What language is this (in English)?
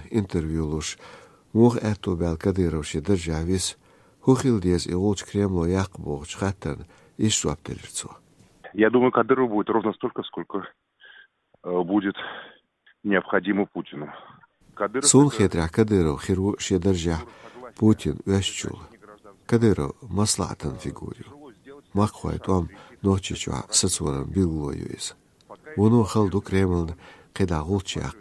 Chechen